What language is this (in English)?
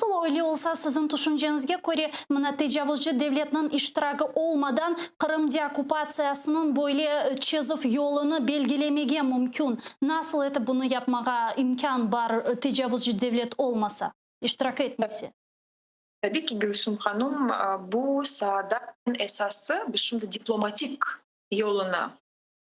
Crimean Tatar